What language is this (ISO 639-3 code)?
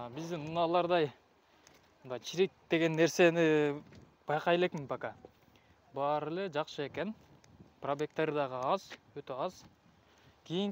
kir